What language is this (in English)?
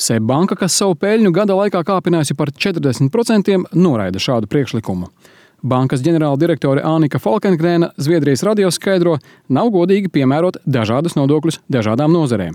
Latvian